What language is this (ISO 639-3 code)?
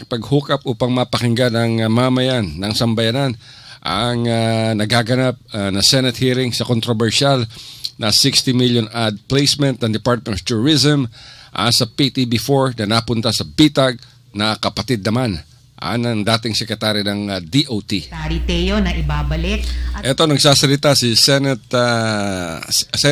fil